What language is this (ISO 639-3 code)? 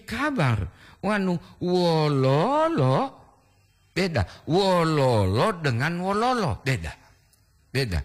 gor